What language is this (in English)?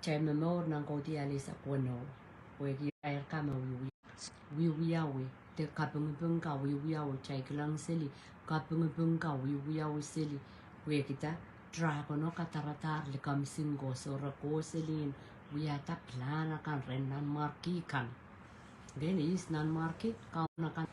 Pohnpeian